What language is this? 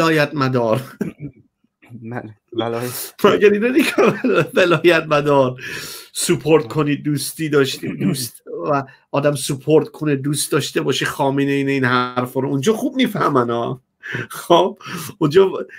Persian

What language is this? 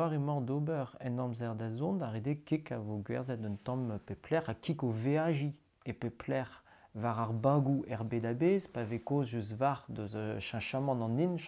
Breton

